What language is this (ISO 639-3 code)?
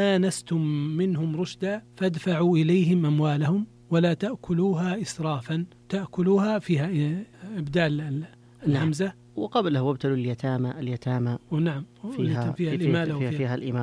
ara